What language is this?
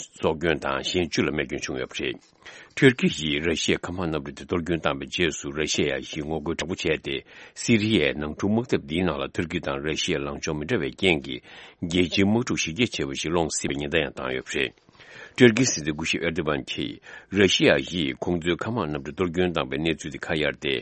Tibetan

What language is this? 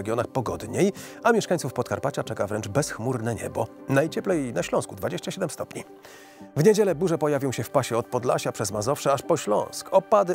Polish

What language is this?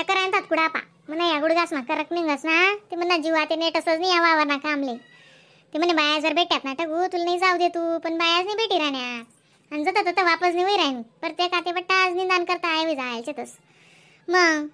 Khandesi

